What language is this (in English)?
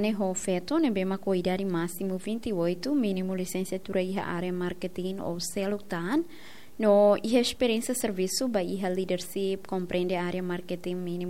Tetum